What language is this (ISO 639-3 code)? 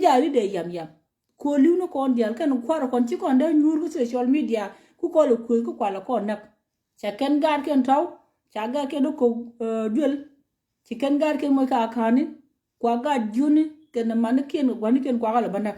nus